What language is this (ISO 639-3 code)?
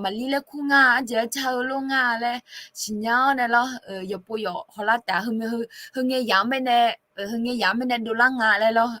ahk